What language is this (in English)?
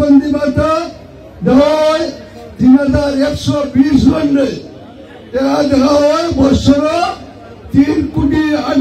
Sylheti